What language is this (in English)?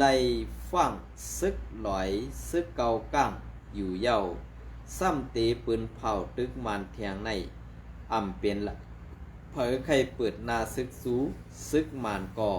Shan